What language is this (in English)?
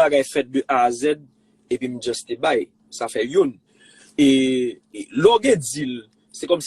Haitian Creole